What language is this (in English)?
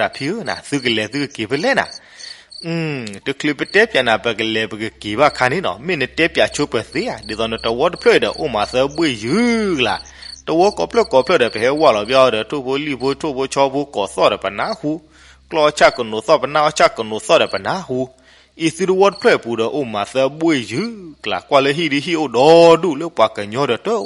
S'gaw Karen